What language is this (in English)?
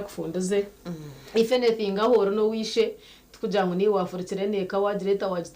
Nyankole